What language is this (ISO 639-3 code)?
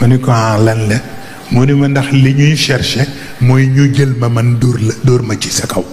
wol